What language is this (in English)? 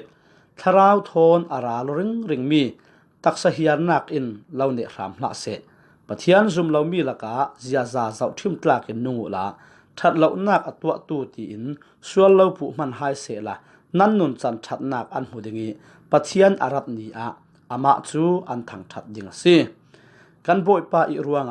Falam Chin